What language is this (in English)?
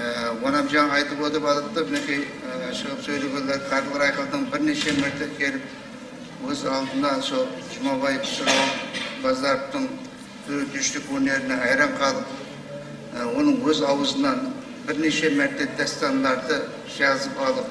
Kara-Kalpak